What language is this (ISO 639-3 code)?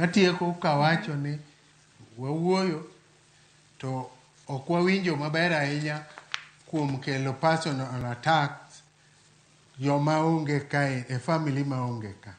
luo